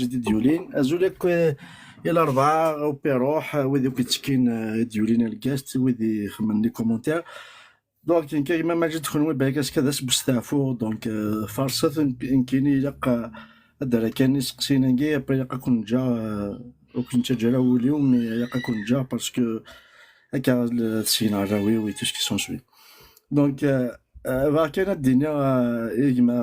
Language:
Kabyle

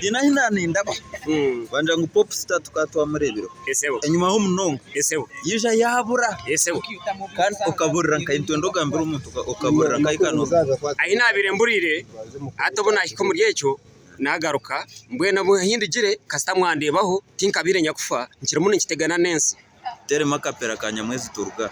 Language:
Nyankole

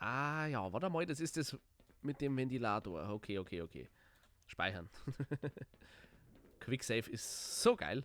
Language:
Bavarian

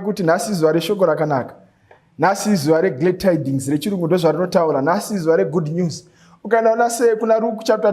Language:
Shona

